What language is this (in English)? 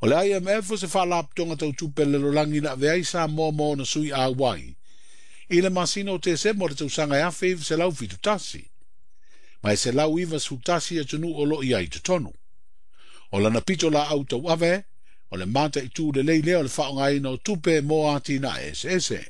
Samoan